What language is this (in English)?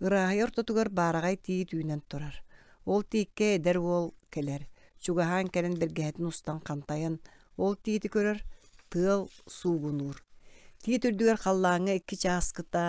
Yakut